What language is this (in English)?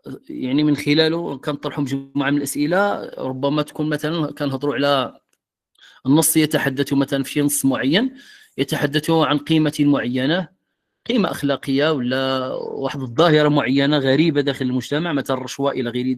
Moroccan Arabic